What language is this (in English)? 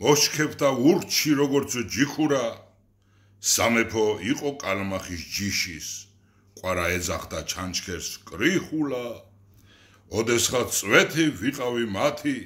Georgian